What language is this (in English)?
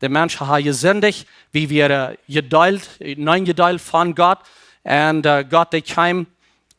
Plautdietsch